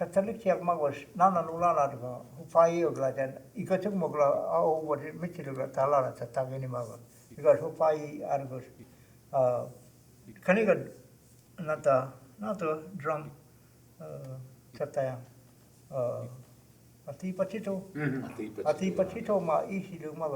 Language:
Choctaw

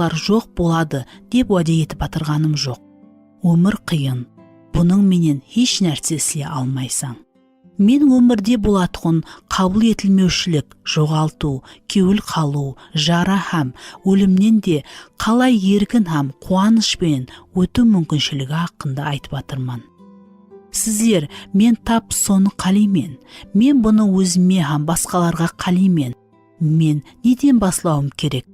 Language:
Kara-Kalpak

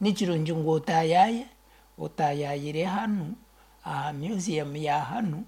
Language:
Nyankole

